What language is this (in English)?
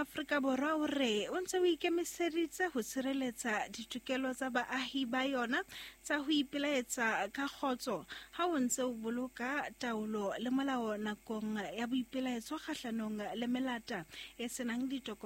Southern Sotho